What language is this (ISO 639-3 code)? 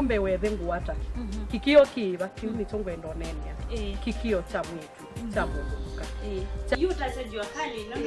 kam